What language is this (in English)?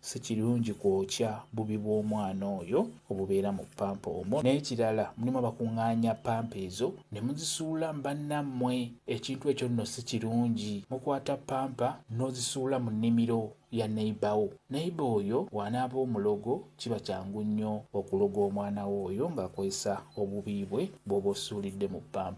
Ganda